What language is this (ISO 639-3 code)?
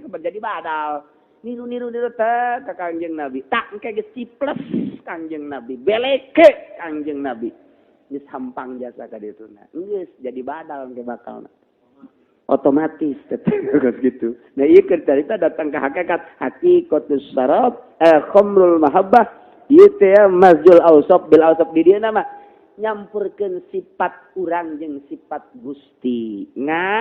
sun